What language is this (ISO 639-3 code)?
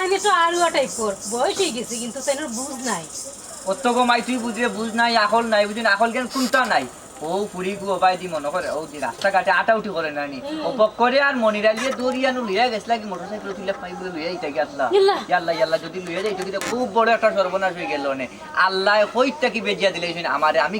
syl